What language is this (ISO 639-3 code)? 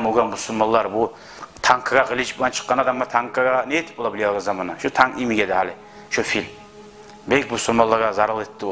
kum